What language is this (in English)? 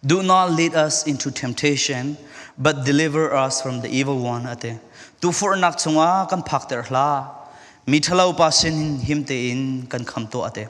Falam Chin